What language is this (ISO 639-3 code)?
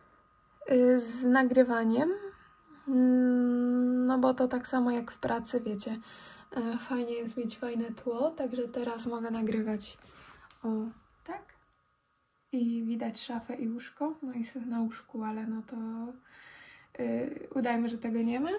pol